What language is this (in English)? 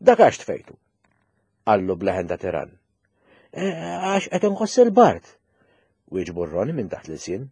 Maltese